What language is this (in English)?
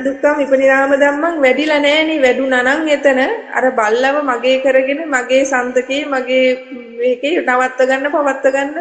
Sinhala